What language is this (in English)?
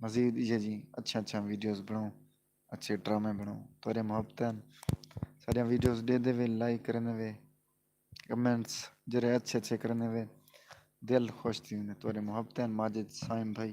Saraiki